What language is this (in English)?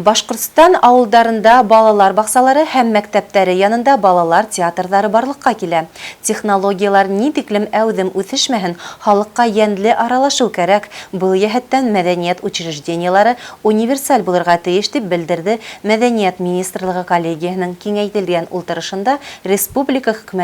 Bashkir